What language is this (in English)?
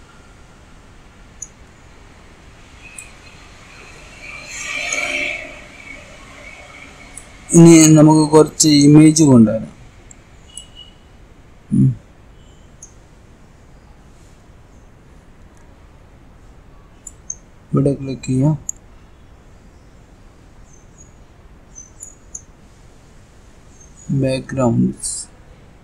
Malayalam